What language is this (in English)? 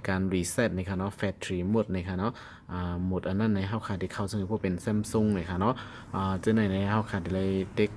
Shan